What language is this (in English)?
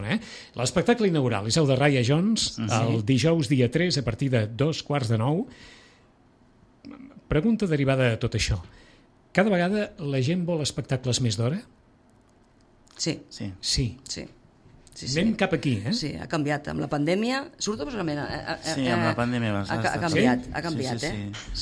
Catalan